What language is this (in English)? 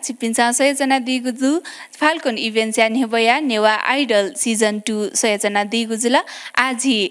Newari